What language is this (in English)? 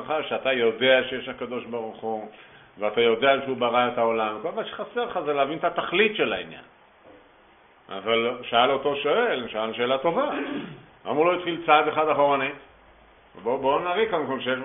Hebrew